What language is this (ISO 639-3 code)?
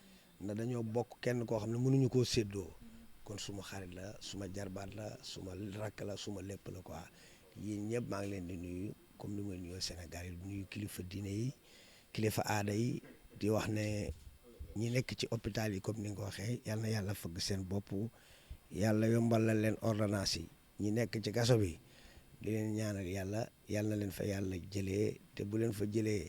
wol